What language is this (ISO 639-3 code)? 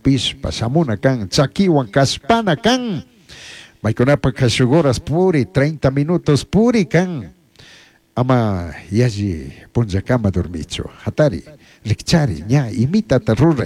qug